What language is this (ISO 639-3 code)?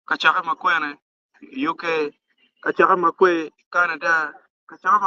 ach